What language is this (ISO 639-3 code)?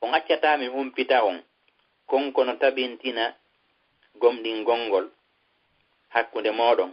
ful